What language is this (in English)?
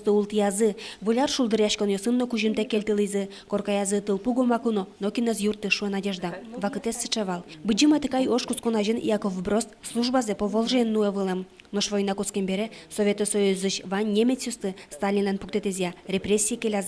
Udmurt